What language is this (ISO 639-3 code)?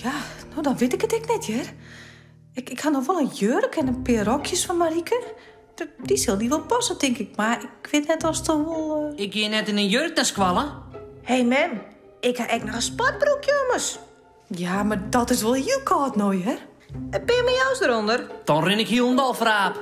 fry